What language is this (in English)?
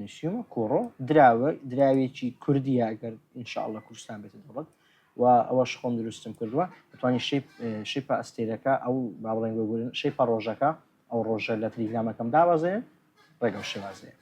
Central Kurdish